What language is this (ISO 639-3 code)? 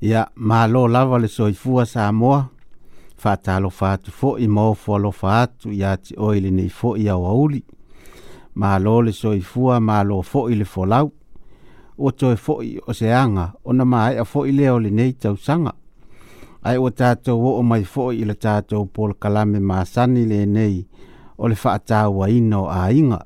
smo